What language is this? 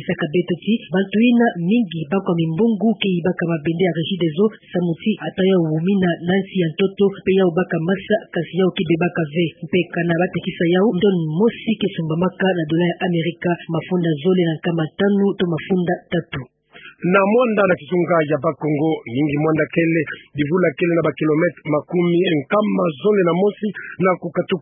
Kituba (Democratic Republic of Congo)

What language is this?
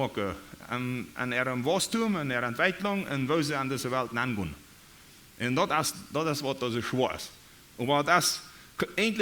Plautdietsch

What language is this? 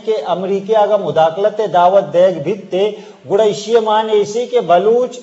Eastern Balochi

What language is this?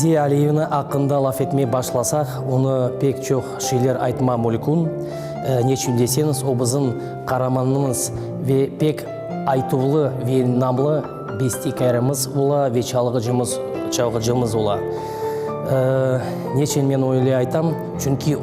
Crimean Tatar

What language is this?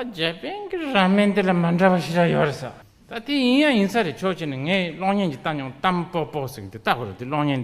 Tibetan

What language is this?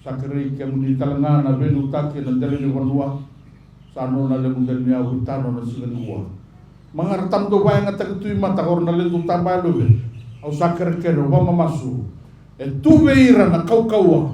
Fijian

